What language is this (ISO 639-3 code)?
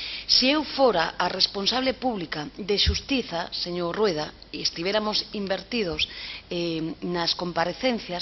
glg